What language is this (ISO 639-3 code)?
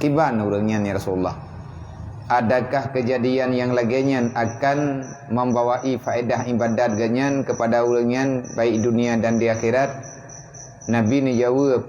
ace